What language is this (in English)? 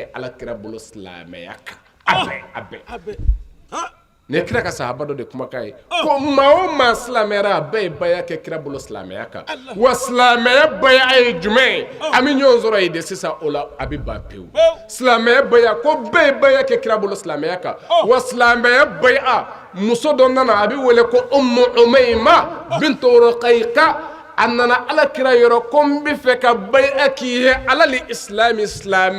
Bambara